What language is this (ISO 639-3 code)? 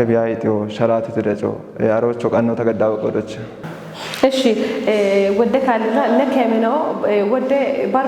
kbr